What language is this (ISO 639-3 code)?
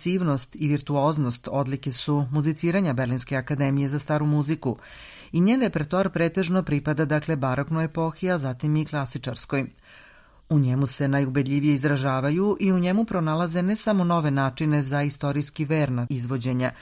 srp